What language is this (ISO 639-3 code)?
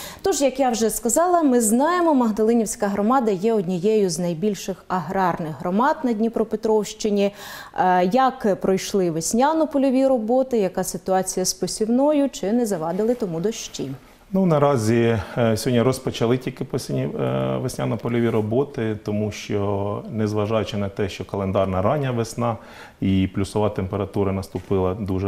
ukr